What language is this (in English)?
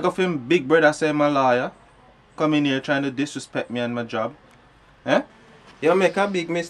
Jamaican Creole English